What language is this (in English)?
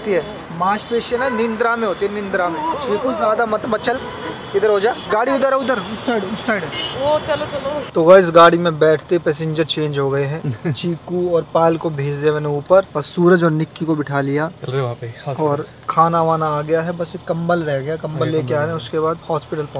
Hindi